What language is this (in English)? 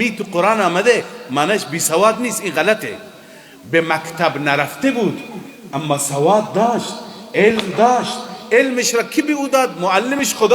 Persian